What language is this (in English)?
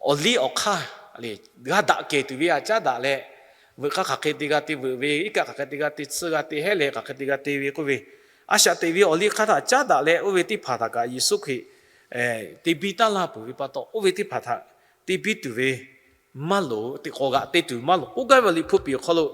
Lahu